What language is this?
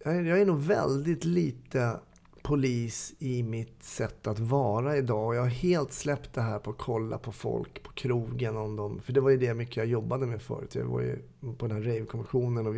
Swedish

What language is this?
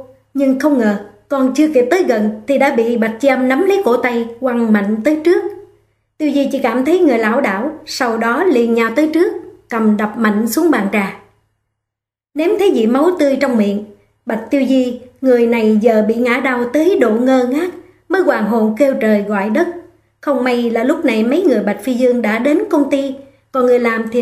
Vietnamese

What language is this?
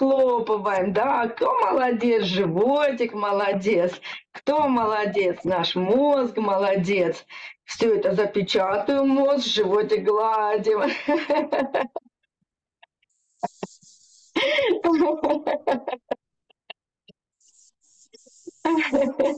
Russian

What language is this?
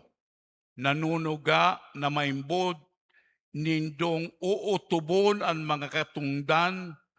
Bikol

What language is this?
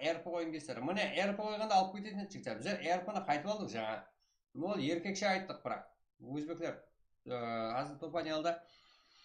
Kara-Kalpak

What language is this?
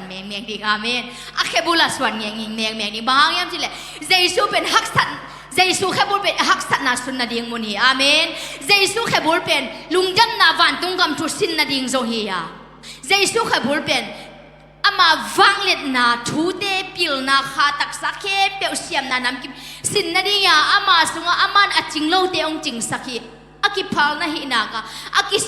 Tedim Chin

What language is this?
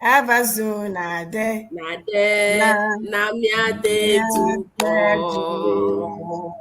Ewe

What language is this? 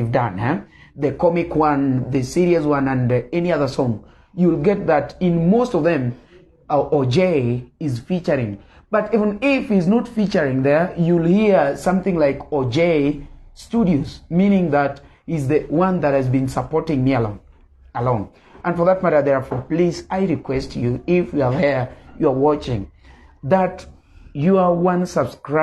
Luo (Kenya and Tanzania)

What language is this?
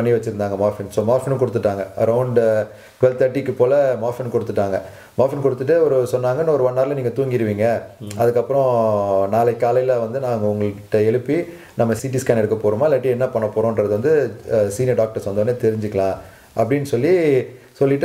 Tamil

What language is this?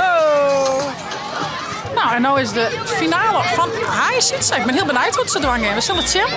Western Frisian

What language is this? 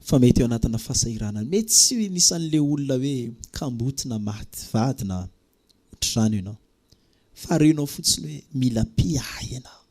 Malagasy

